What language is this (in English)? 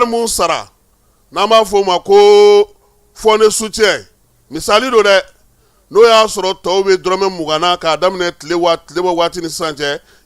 Bambara